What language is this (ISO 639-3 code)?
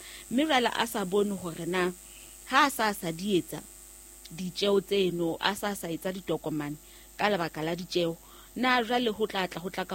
sot